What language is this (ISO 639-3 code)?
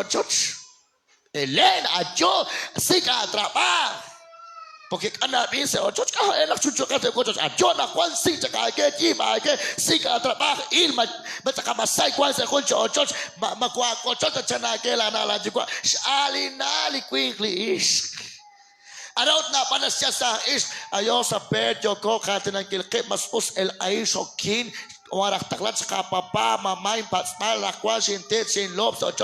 kek